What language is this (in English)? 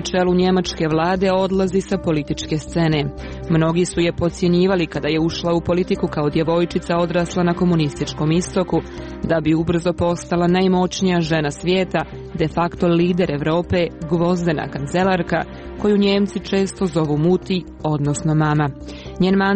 Serbian